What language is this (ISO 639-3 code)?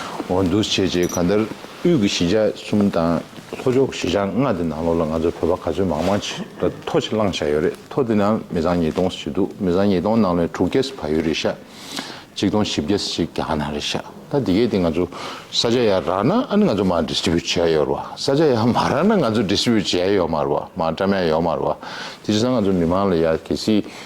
bod